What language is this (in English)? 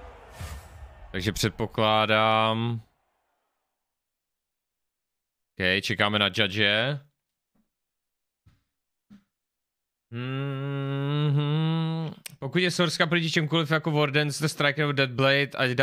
Czech